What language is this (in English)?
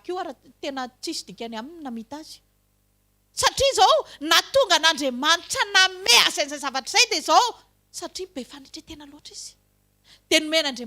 Malagasy